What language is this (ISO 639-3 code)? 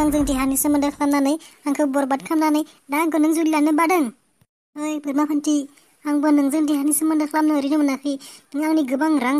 brx